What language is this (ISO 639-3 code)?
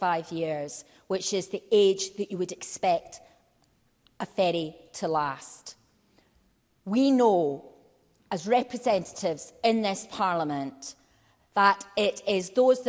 eng